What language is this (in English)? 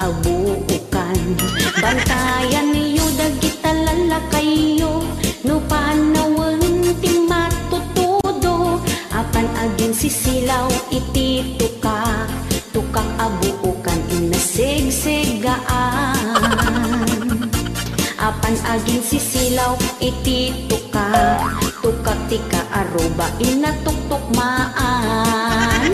Iloko